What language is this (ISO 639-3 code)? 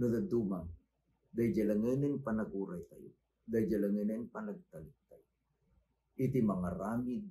ilo